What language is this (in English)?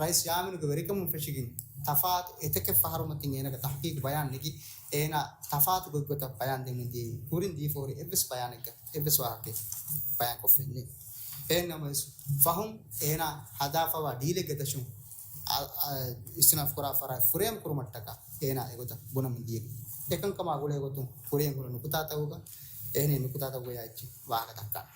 Divehi